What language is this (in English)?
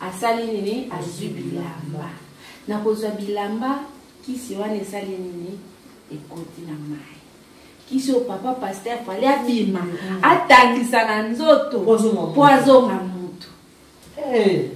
Lingala